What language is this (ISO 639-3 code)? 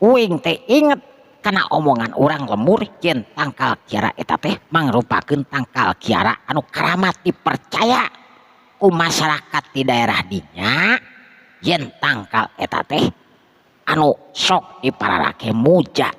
sun